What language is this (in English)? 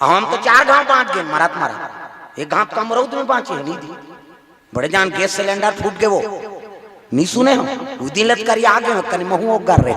Chhattisgarhi